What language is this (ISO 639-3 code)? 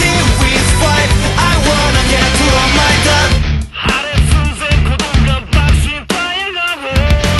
jpn